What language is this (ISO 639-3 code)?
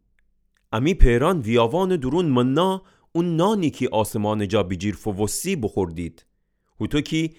glk